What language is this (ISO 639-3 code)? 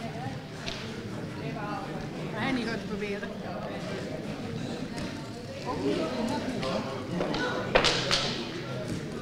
nld